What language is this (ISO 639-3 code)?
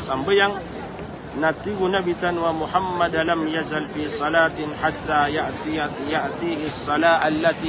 mrw